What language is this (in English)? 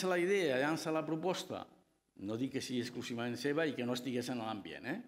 Catalan